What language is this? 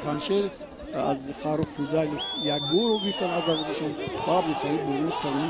Tajik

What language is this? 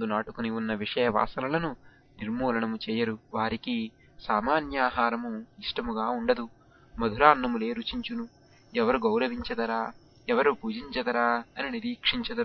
Telugu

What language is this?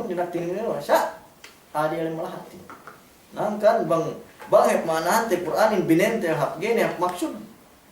Yakan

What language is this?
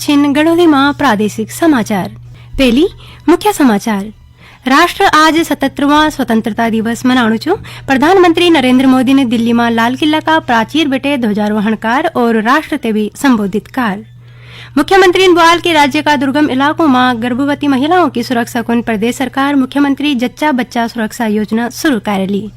Garhwali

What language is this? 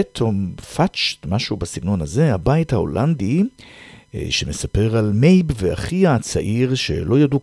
Hebrew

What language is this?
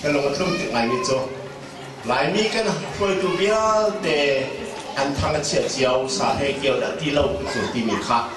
Hakha Chin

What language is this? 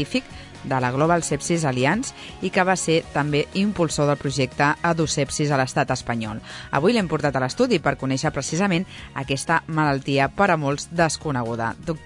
Catalan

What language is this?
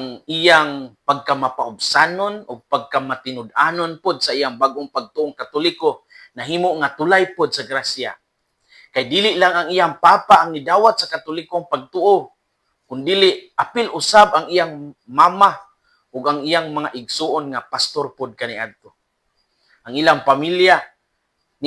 Cebuano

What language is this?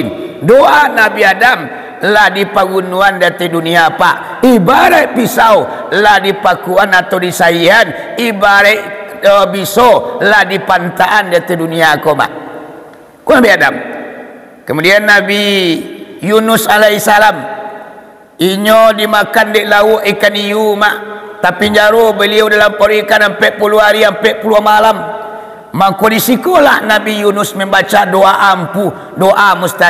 Minangkabau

